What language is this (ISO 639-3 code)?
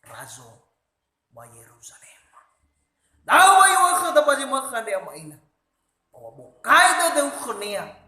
nia